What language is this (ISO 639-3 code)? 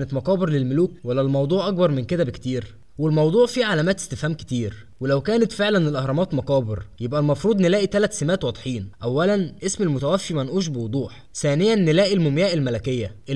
arz